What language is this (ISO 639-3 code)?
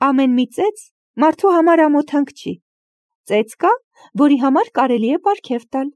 hye